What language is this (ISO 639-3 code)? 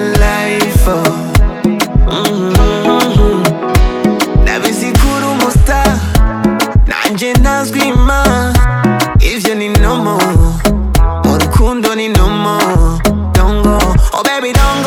run